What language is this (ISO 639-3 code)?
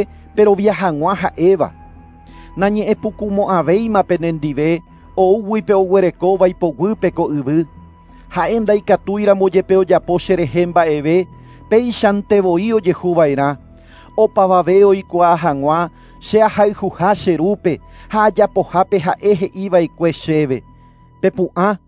grn